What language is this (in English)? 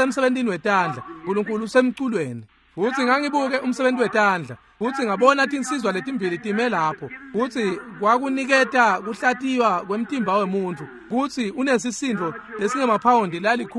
Swati